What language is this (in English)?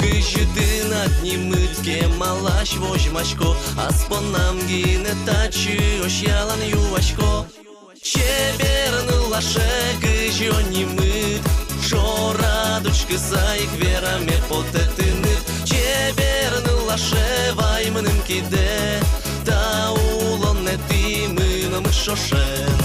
Udmurt